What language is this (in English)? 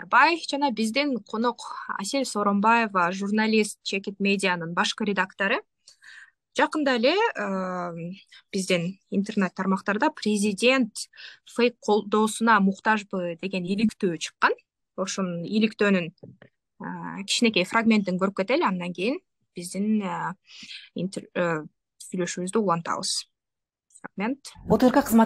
Kyrgyz